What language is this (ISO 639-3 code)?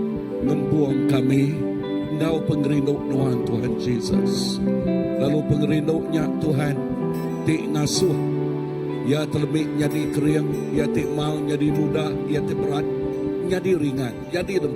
iba